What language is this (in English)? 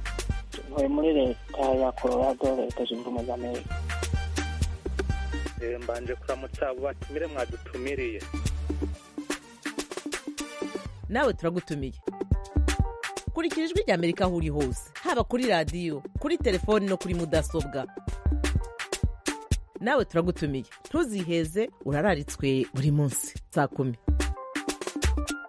Kinyarwanda